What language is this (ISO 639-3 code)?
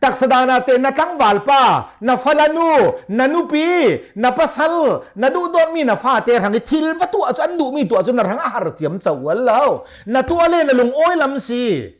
cnh